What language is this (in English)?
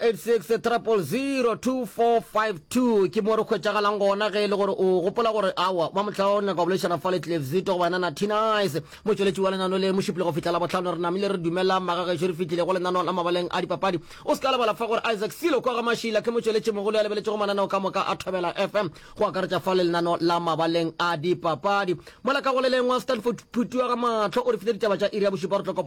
Northern Sotho